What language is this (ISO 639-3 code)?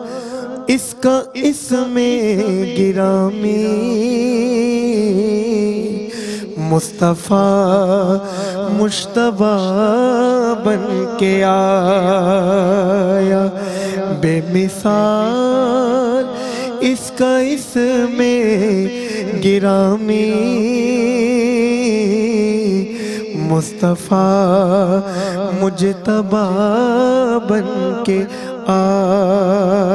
urd